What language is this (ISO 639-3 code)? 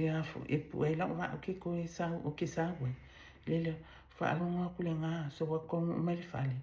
smo